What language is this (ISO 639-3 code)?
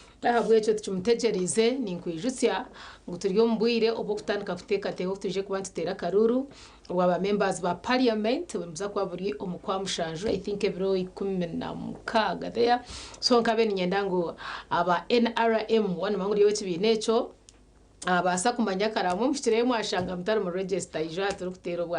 nyn